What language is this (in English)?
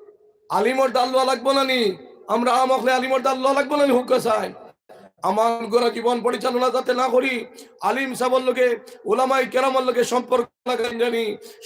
Sylheti